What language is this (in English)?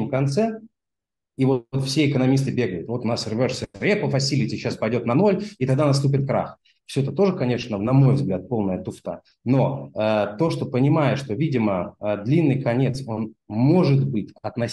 Russian